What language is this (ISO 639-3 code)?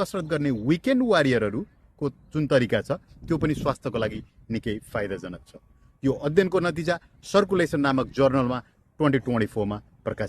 nep